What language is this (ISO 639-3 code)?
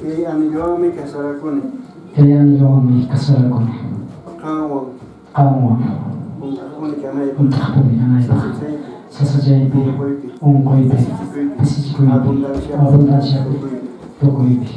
que